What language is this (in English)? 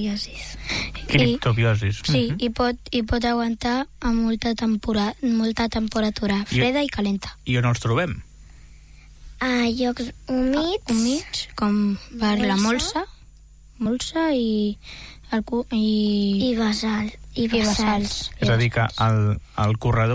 Catalan